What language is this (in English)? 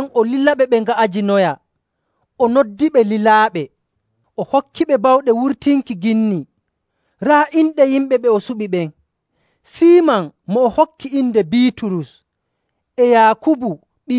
Nigerian Fulfulde